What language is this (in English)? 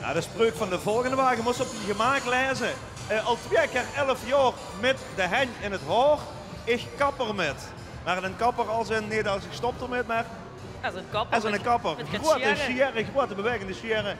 Limburgish